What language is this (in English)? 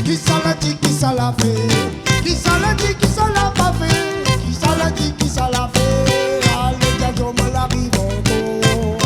Réunion Creole French